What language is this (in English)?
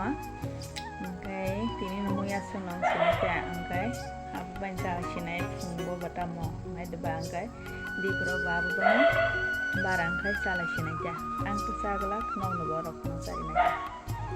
Kok Borok